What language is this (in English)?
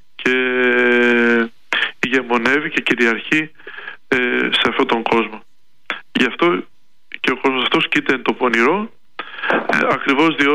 Greek